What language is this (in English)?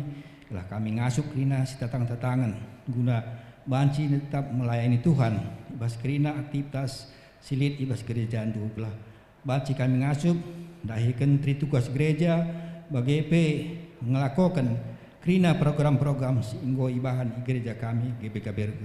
Batak Karo